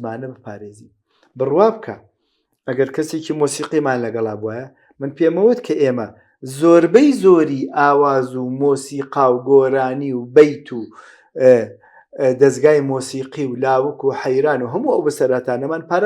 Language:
Central Kurdish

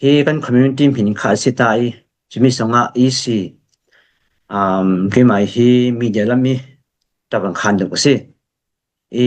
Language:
Falam Chin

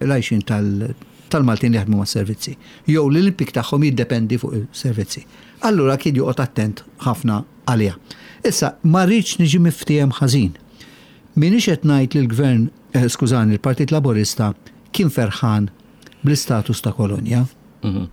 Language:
Maltese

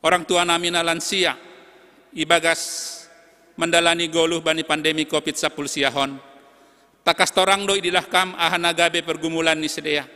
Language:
Batak Simalungun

